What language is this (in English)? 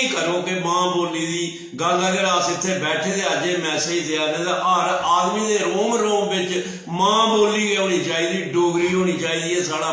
Dogri